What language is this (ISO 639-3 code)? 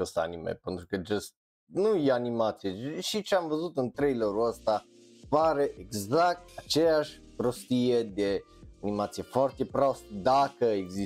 ron